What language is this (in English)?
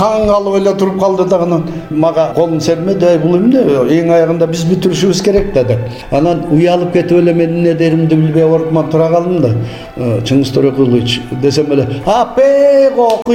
Kyrgyz